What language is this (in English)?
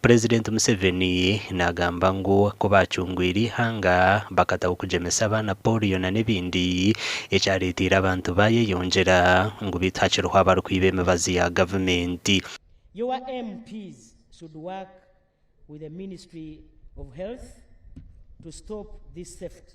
Nyankole